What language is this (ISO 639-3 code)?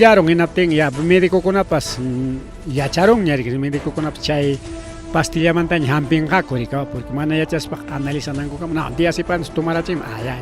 quy